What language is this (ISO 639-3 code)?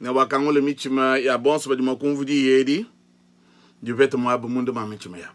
lua